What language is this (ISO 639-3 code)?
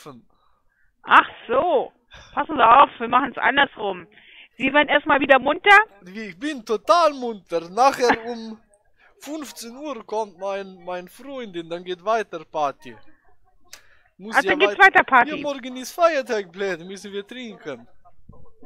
deu